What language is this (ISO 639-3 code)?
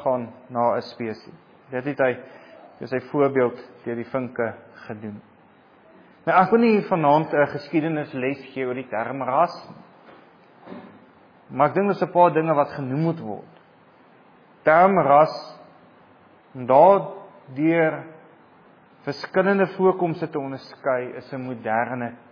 afr